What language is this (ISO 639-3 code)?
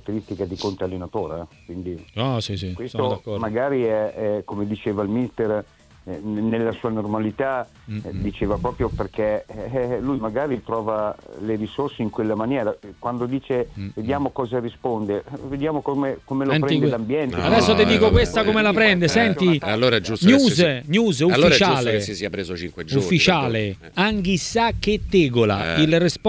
ita